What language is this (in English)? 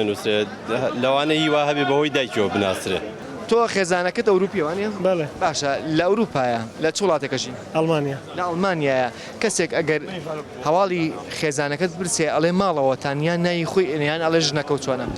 Central Kurdish